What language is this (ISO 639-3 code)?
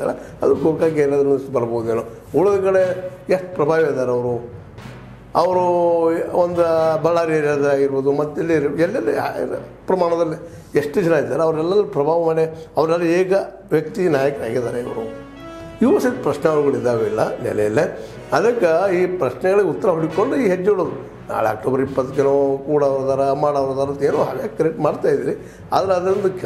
kan